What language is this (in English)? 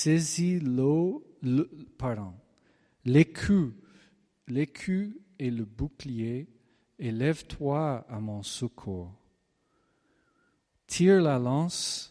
French